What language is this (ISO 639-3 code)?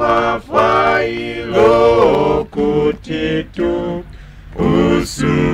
bem